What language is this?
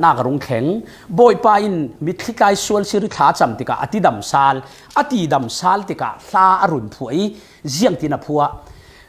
Falam Chin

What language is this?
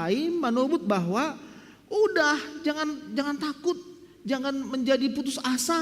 Batak Simalungun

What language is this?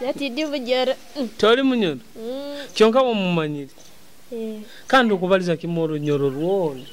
Nyoro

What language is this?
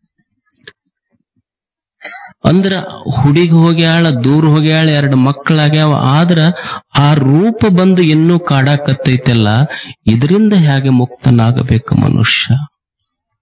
Kannada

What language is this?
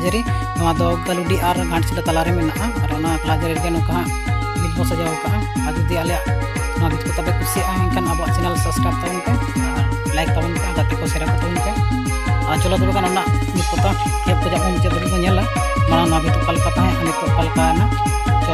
Santali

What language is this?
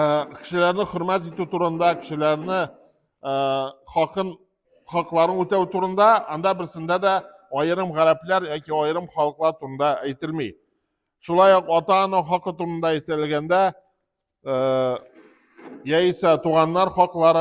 Tatar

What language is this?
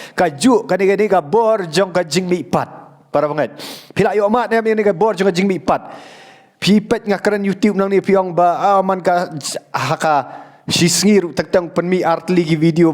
Khasi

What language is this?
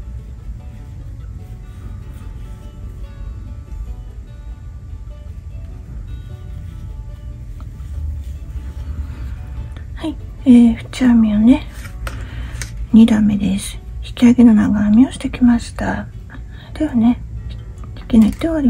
Japanese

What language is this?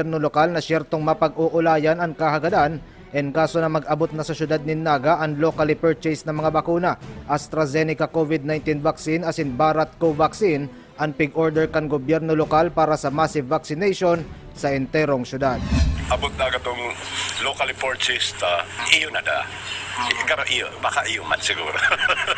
Bikol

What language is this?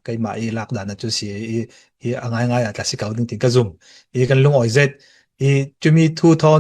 Falam Chin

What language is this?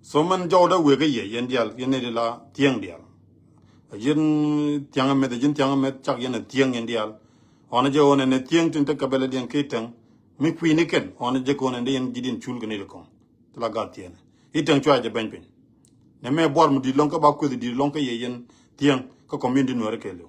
Nuer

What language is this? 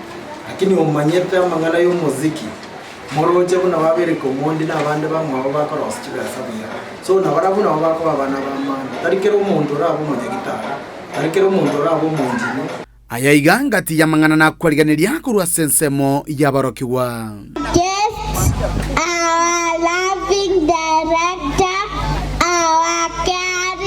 Gusii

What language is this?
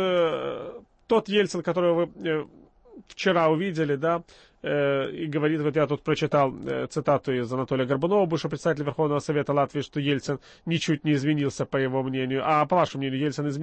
Russian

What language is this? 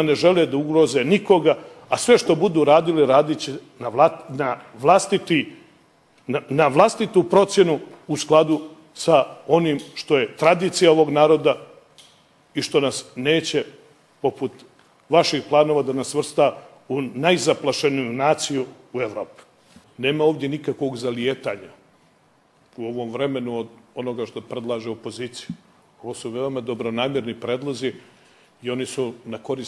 Serbian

